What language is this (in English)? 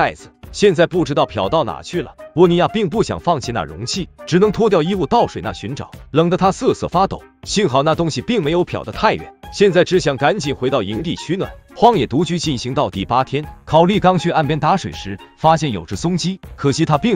Chinese